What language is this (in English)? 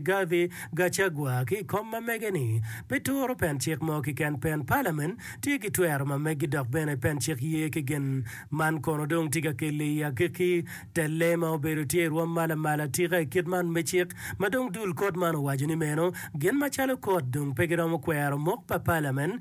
Acoli